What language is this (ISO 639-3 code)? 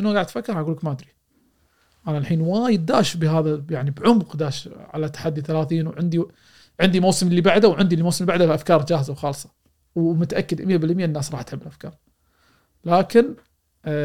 afb